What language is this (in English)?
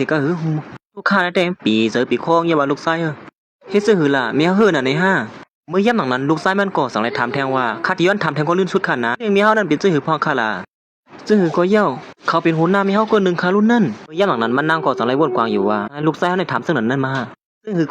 Shan